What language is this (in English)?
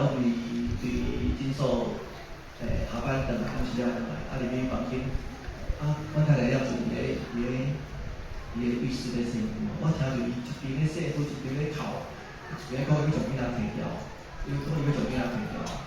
Min Nan Chinese